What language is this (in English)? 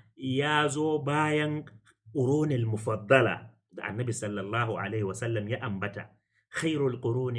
Hausa